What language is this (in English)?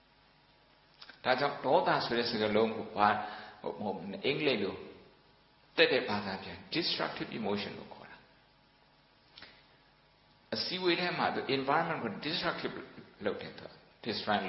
Burmese